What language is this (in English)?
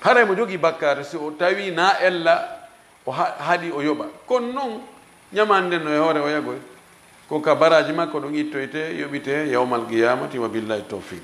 Fula